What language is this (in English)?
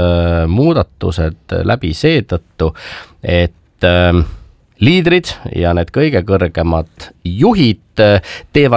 Estonian